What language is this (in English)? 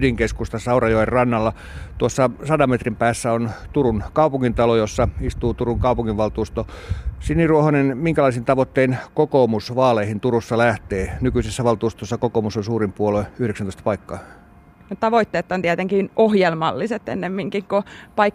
Finnish